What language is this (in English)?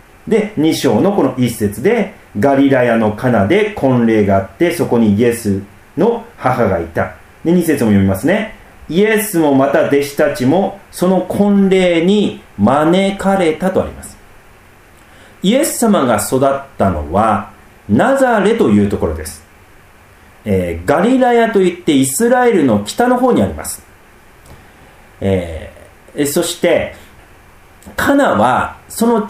Japanese